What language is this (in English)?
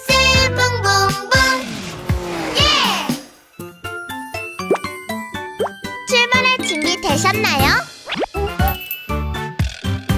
Korean